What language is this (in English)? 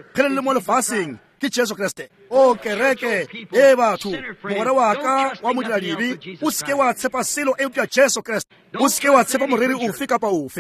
Northern Sotho